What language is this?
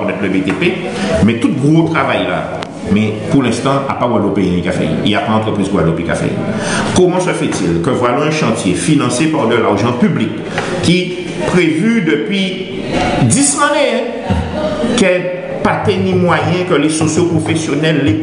Guadeloupean Creole French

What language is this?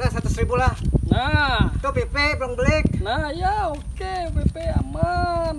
Banjar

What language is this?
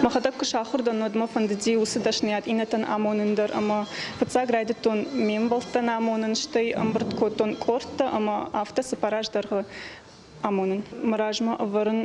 Ossetic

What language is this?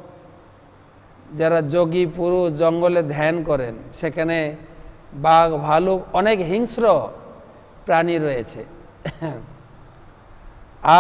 Bangla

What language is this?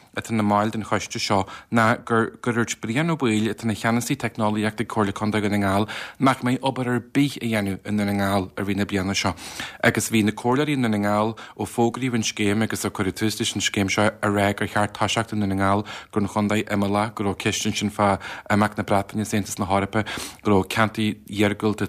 Irish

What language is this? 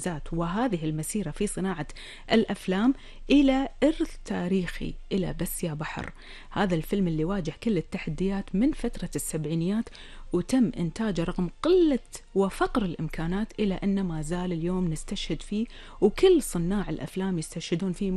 Gulf Arabic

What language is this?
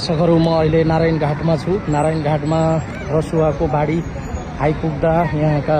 Nepali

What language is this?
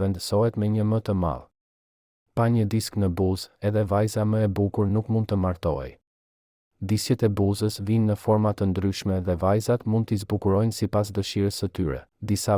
Albanian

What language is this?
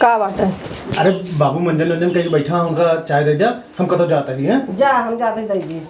Awadhi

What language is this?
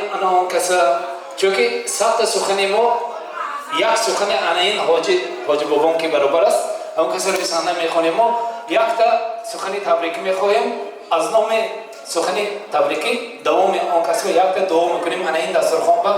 Tajik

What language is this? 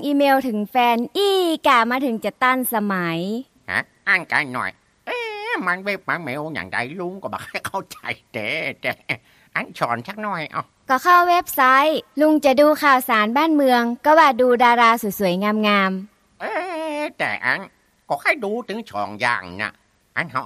Thai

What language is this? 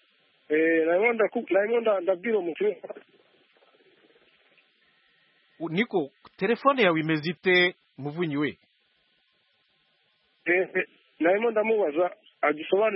Kinyarwanda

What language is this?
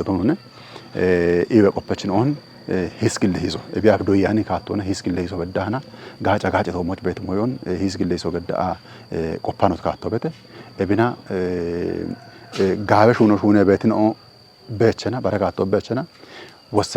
Kafa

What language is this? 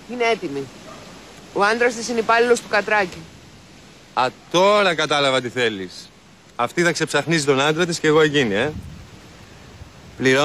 Greek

